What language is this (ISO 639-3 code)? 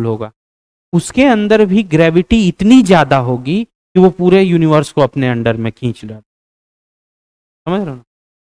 hin